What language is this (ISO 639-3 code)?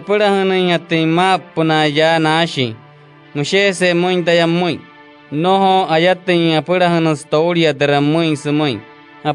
guc